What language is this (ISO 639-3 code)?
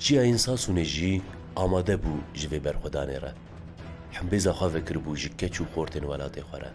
kur